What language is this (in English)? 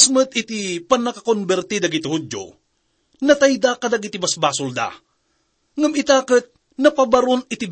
Iloko